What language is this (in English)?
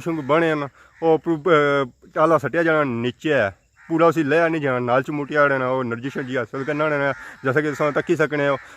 Pahari-Potwari